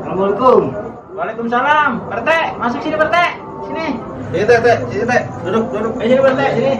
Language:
Betawi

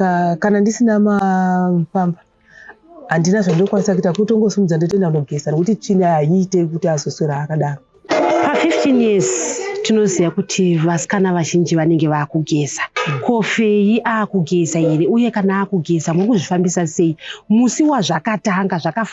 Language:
Shona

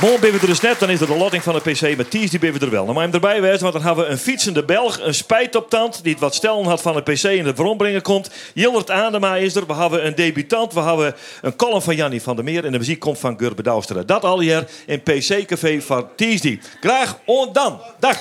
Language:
Western Frisian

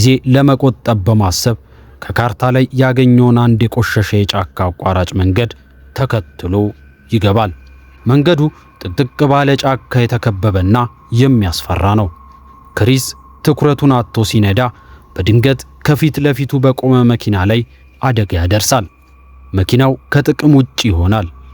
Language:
Amharic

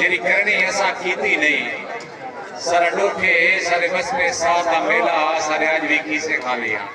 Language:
Saraiki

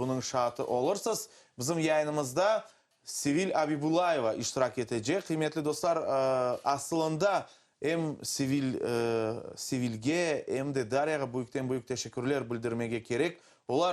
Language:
Crimean Tatar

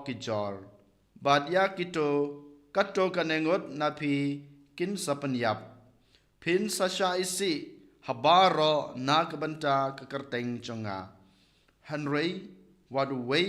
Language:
Khasi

